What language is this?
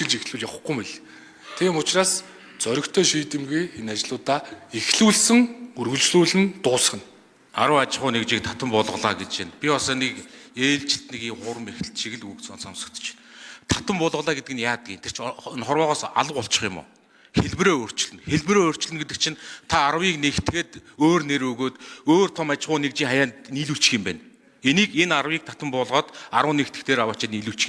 Mongolian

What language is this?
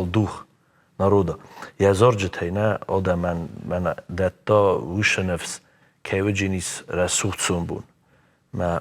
Ossetic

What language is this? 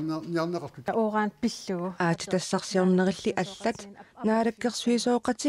Kalaallisut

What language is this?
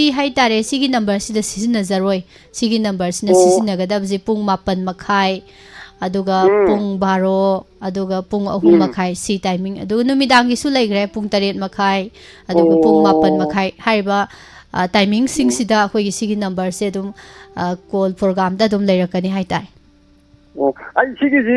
Manipuri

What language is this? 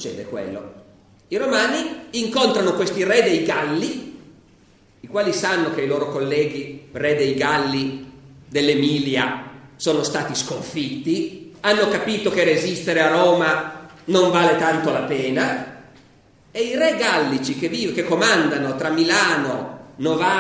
Italian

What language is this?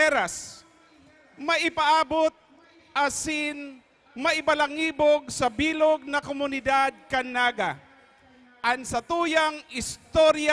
Bikol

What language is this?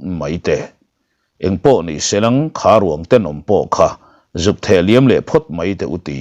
Mizo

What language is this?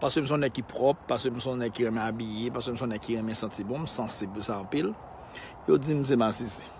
Haitian Creole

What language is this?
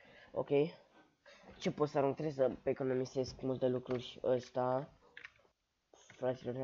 Romanian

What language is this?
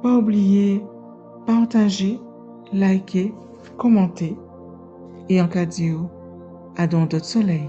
Guadeloupean Creole French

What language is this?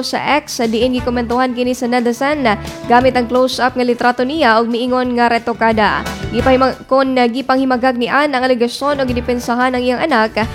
Cebuano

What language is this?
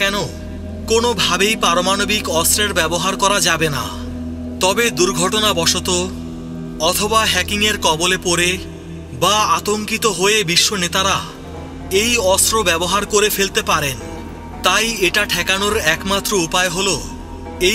Bangla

